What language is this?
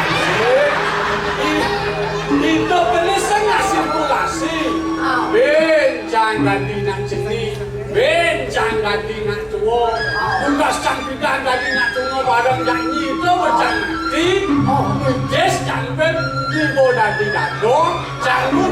Balinese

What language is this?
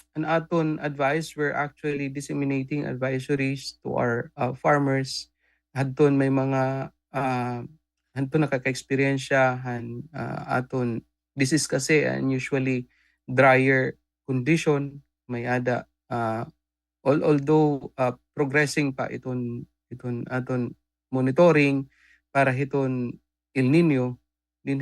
Waray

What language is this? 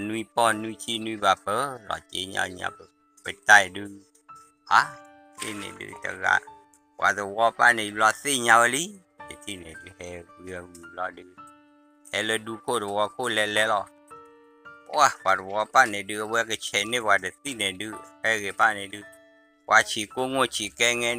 S'gaw Karen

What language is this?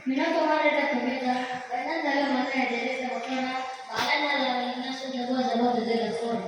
Nias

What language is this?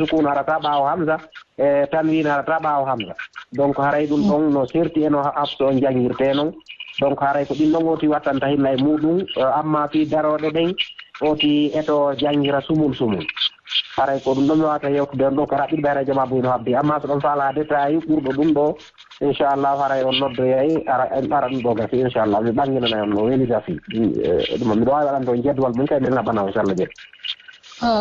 Fula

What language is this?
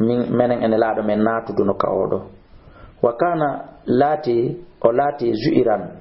Fula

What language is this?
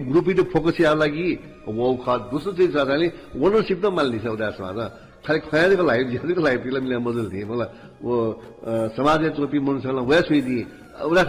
Newari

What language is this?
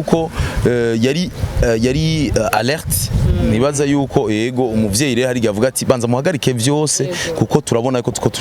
Rundi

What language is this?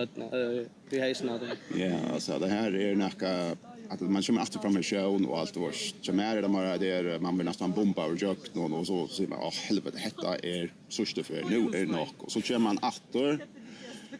Faroese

